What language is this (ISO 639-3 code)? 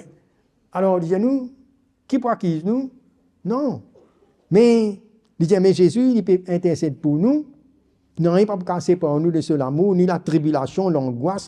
mfe